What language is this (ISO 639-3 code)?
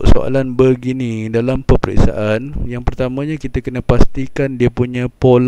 msa